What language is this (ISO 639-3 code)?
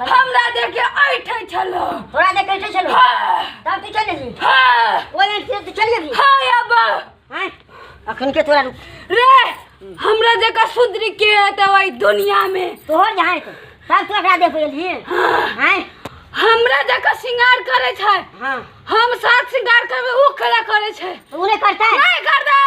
mai